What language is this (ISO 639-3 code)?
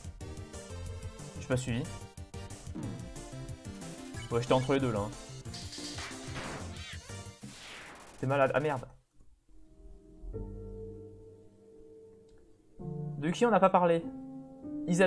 fra